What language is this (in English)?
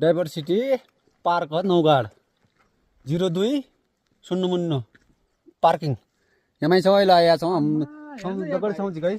Nepali